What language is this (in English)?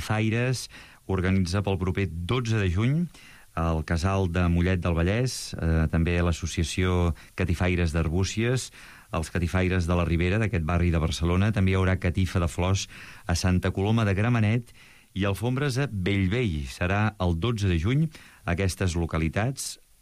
Catalan